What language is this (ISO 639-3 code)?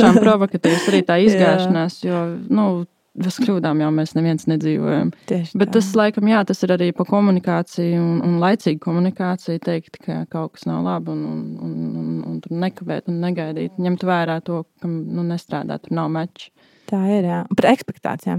lav